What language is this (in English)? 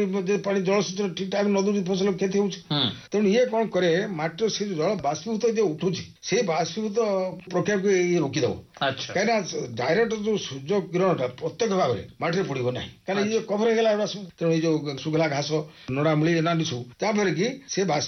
Odia